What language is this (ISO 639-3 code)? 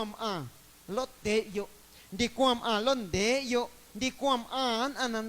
amu